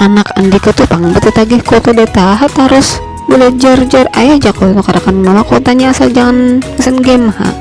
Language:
Banjar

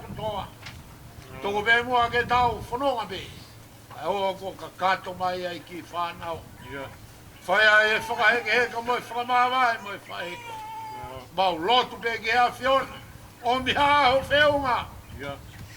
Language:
Tongan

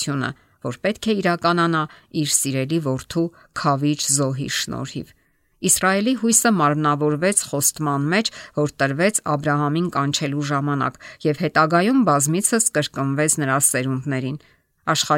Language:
Armenian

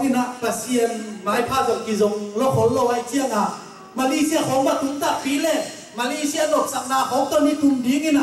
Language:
Tedim Chin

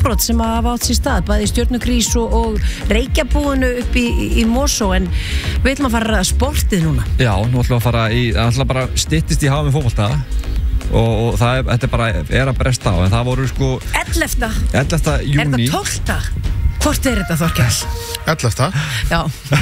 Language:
Icelandic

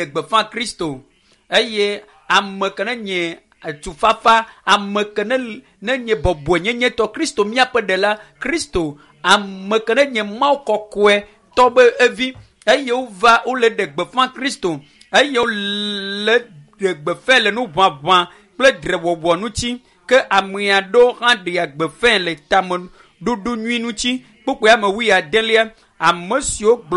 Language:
Ewe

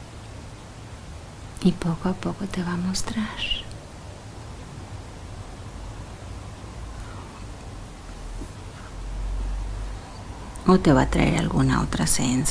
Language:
Spanish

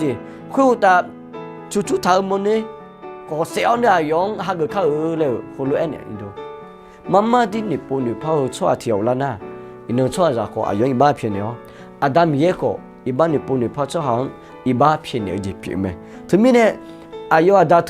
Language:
Akha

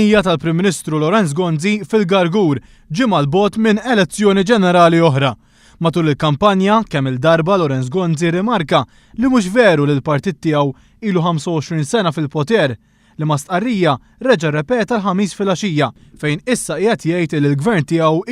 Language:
Maltese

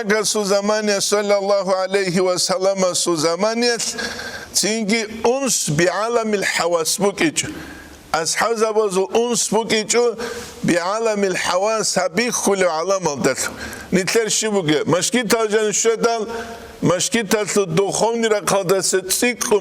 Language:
Avaric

